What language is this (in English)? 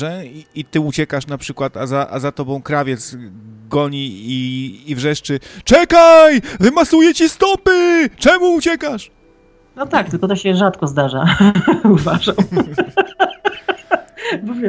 Polish